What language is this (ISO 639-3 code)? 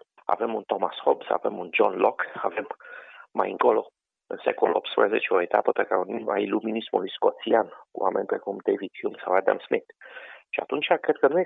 ron